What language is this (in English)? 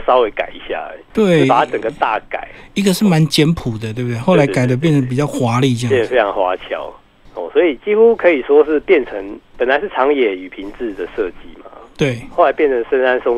Chinese